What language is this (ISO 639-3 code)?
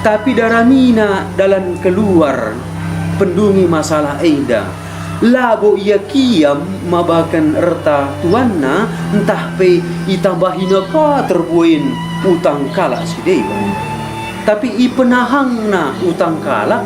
btx